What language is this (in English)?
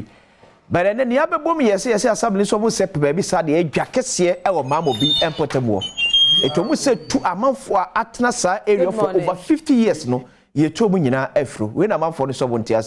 Akan